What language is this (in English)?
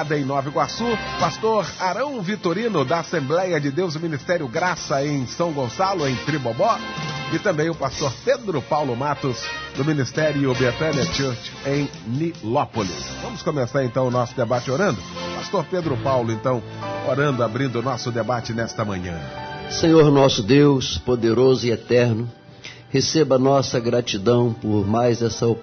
Portuguese